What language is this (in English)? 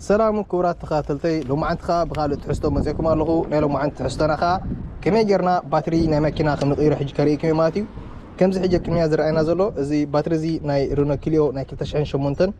Tigrinya